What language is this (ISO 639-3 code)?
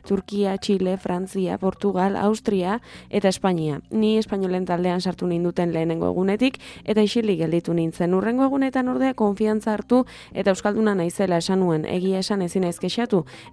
eus